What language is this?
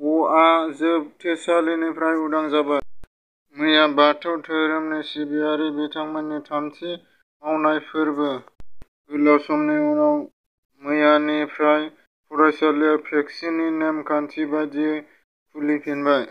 Bodo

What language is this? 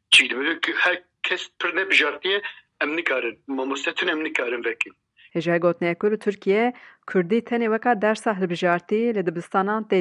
Kurdish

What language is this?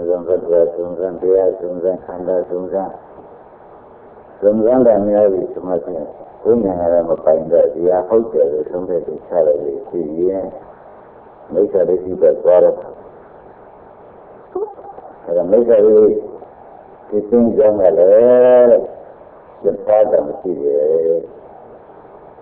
Burmese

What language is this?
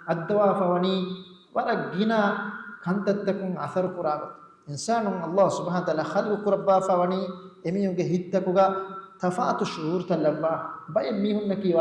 Divehi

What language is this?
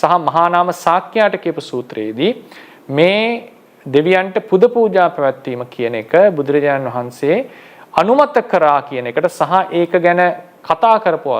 Sinhala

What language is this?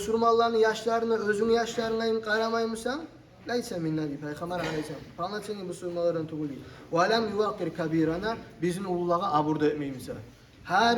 Kumyk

